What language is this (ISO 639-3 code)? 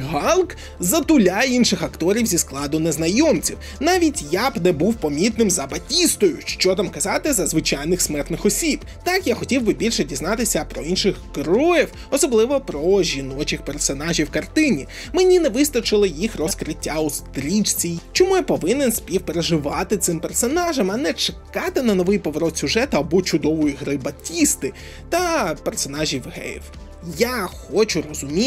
ukr